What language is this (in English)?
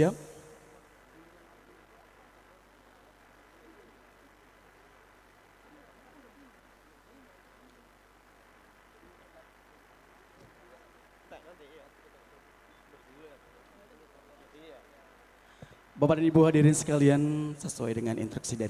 Indonesian